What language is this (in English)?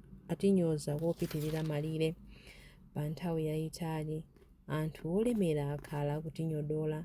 Nyanja